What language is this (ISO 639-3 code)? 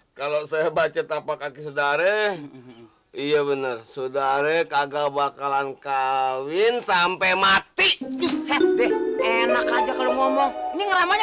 bew